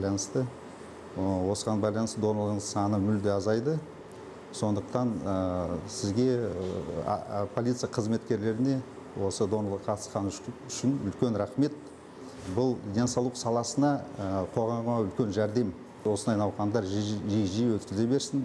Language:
Kazakh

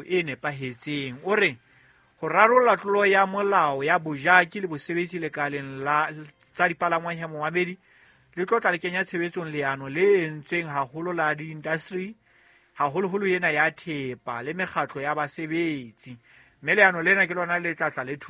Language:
Southern Sotho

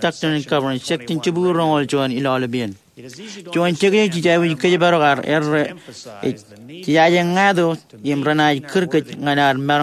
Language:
Marshallese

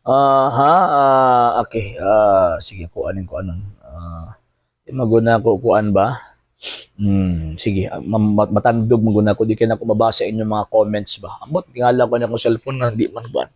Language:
Cebuano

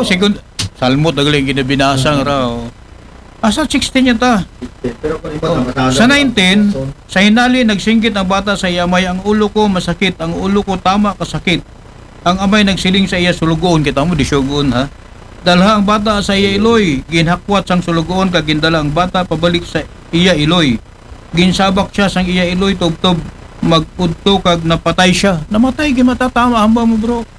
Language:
Aklanon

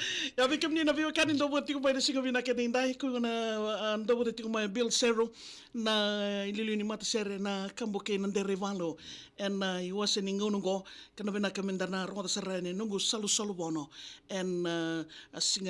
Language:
Fijian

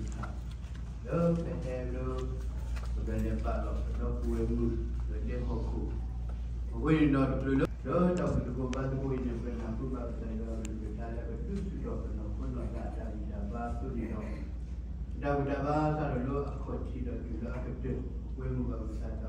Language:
S'gaw Karen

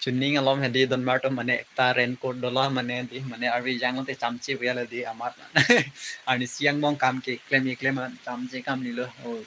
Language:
Karbi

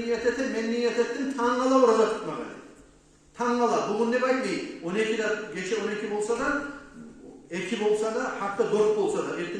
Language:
Kumyk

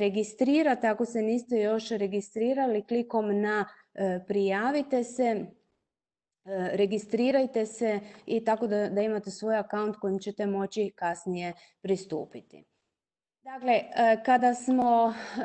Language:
Croatian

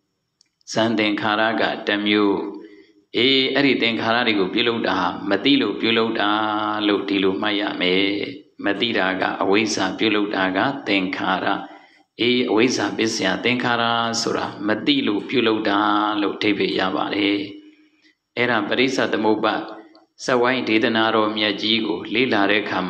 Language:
Burmese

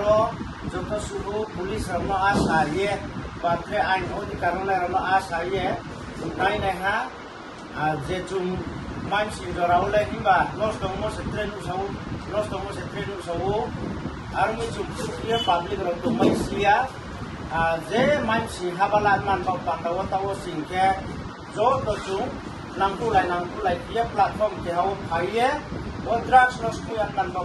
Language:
Riang (India)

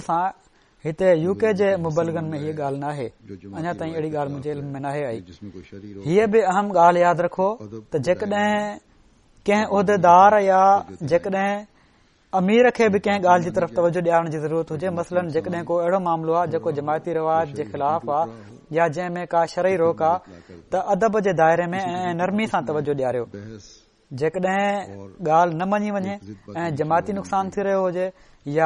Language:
Sindhi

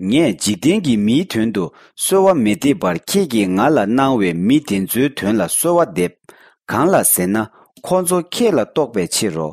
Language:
Tibetan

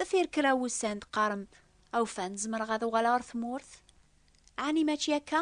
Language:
Kabyle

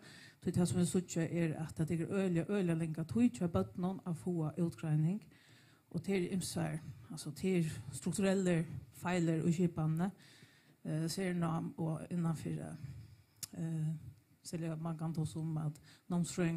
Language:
Faroese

